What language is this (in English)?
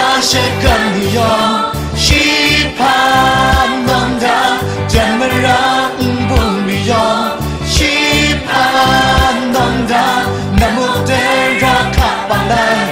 Kachin